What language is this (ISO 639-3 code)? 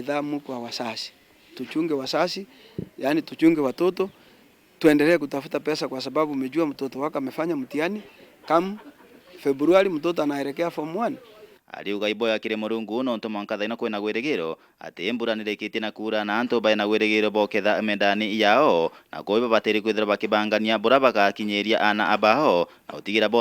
mer